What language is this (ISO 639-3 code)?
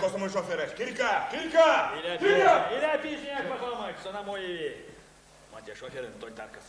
myv